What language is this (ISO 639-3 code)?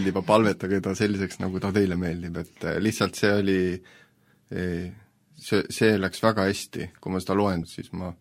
est